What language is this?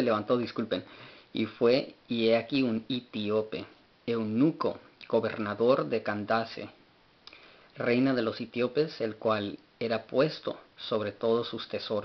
Spanish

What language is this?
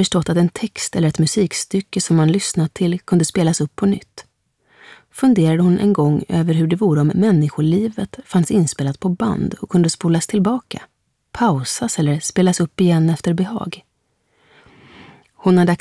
Swedish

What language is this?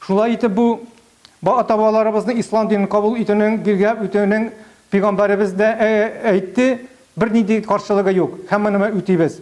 Tatar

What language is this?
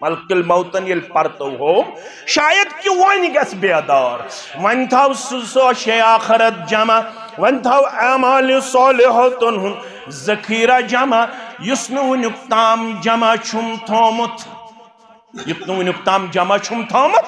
Kashmiri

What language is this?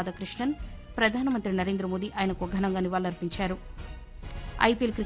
Telugu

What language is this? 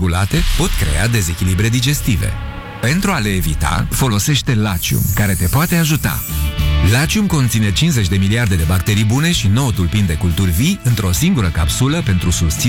Romanian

